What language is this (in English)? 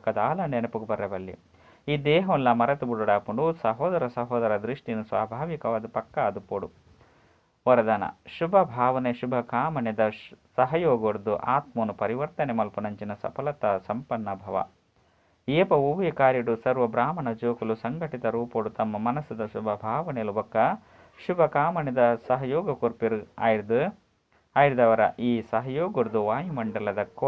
Tulu